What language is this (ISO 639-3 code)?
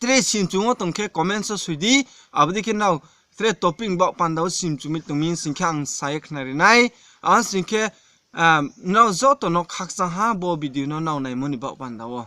ria